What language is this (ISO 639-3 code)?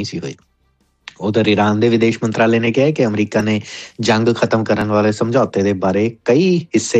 pan